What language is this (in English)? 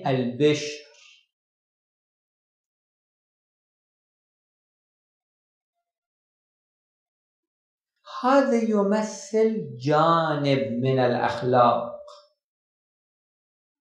Arabic